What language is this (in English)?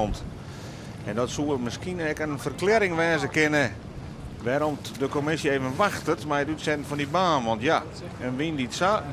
Western Frisian